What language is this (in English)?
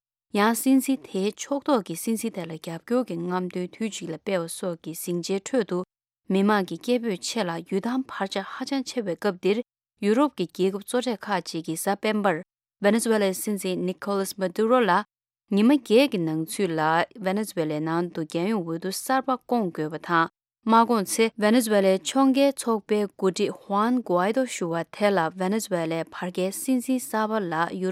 Tibetan